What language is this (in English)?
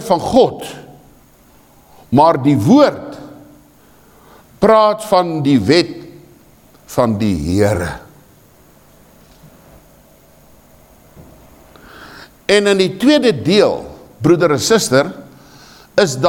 Afrikaans